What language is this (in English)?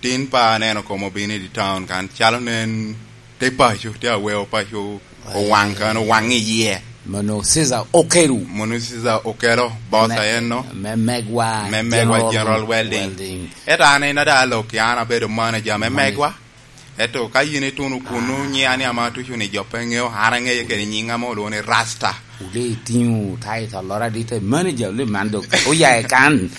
Lango (Uganda)